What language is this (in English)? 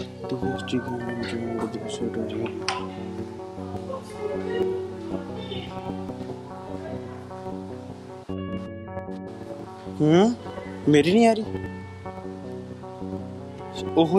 Punjabi